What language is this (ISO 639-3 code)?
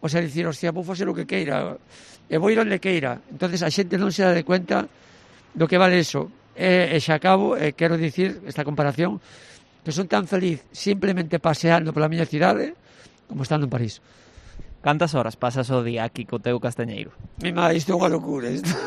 glg